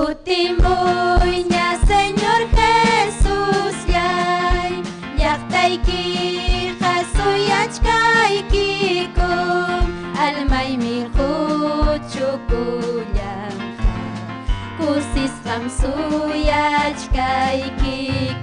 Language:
Ayacucho Quechua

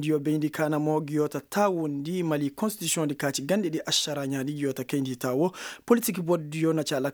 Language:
Koyraboro Senni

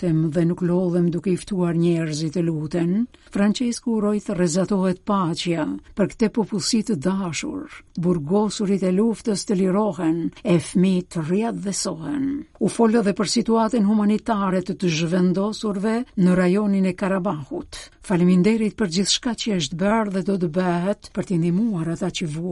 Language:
Albanian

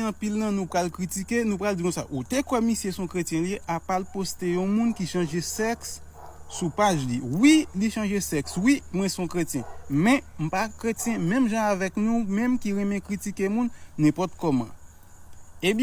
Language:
Haitian Creole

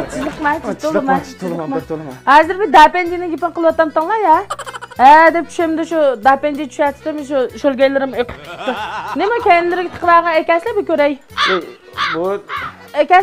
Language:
Uyghur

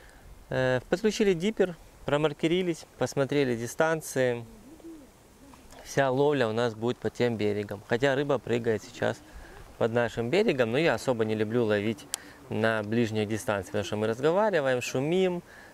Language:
Russian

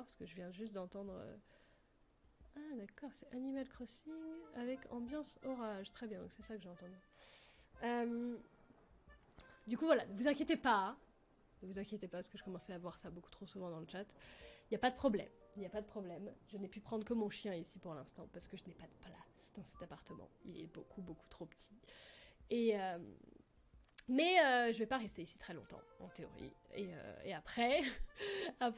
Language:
French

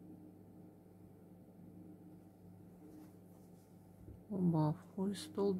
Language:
Russian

